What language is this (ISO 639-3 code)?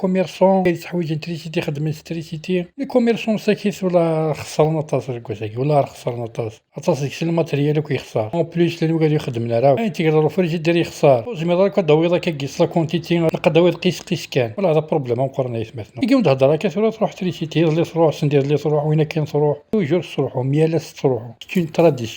kab